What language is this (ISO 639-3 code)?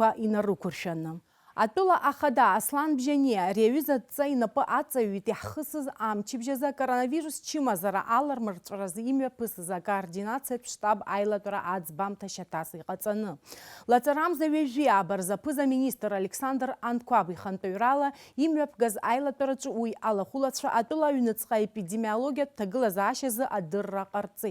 abk